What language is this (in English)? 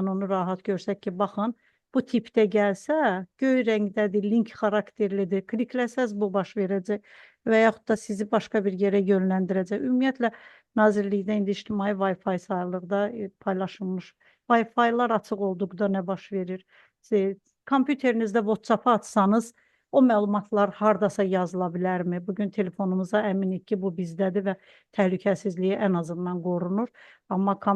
Azerbaijani